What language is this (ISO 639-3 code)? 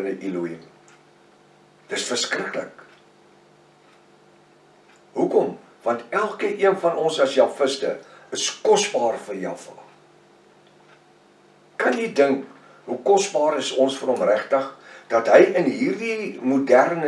afr